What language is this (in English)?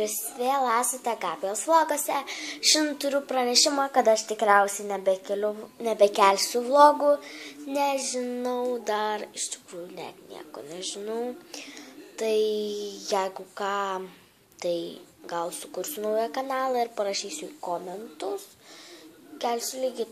Lithuanian